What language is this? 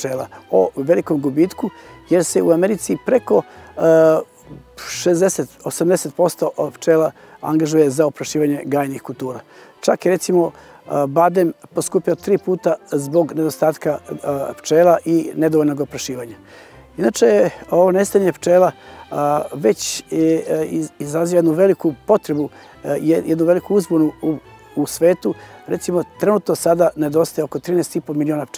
Serbian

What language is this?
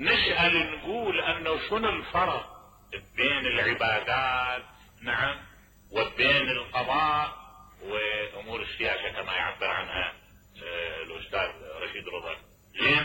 Mesopotamian Arabic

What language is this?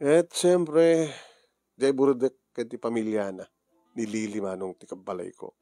Iloko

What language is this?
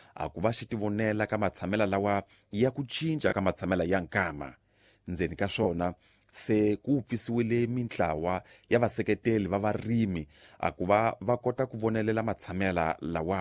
Tsonga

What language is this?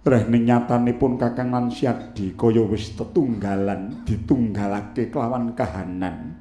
Javanese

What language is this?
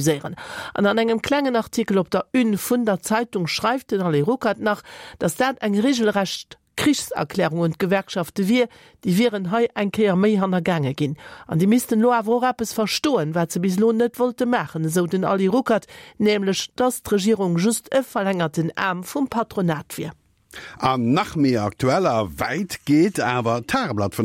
Luxembourgish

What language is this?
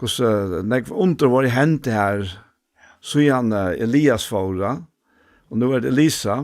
Faroese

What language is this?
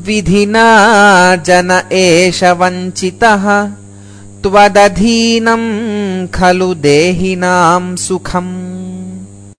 Sanskrit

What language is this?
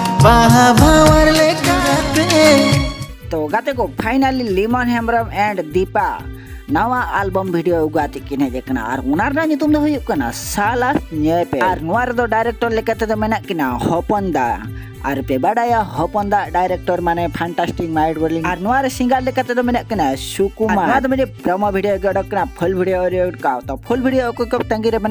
Santali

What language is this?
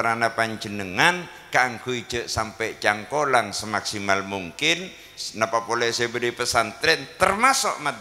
Madurese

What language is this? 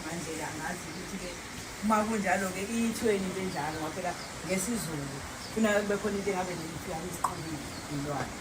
Zulu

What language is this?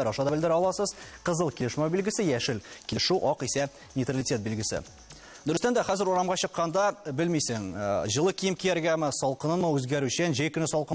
Tatar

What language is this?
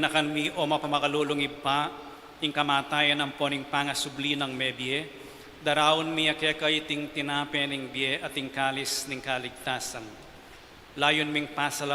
Pampanga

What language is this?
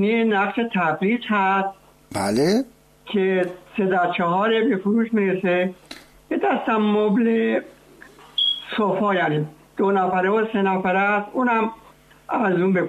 Persian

